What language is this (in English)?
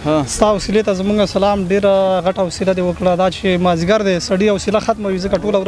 Pashto